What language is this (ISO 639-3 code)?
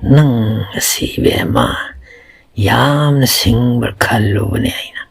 mni